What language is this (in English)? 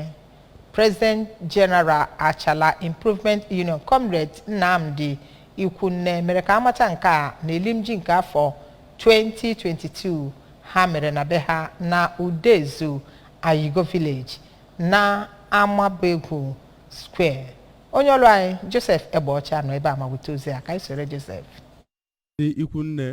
Igbo